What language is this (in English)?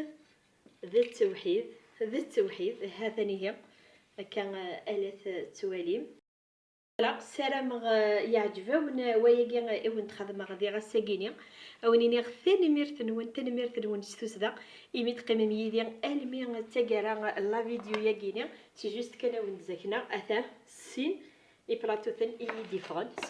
Kabyle